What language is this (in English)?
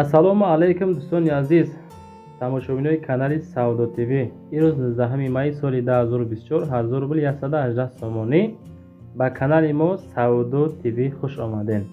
Tajik